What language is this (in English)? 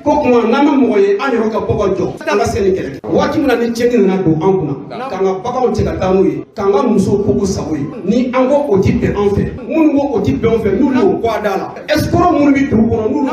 Bambara